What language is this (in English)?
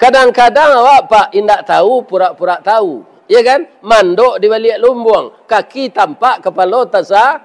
Minangkabau